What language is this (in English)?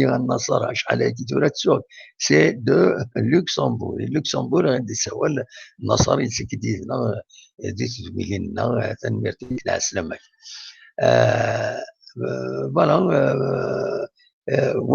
Kabyle